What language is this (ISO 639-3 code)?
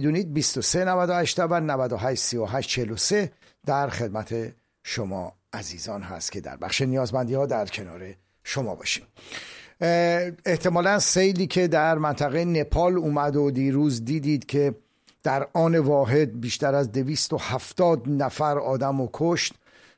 fas